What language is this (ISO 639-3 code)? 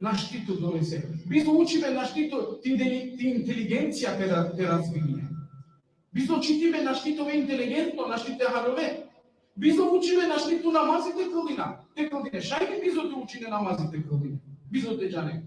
rmn